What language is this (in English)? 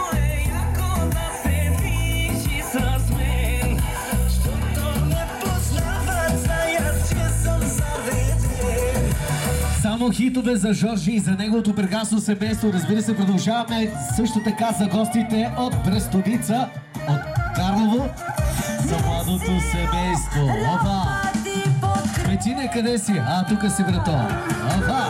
Bulgarian